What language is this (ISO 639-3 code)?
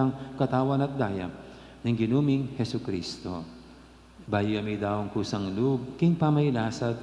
pam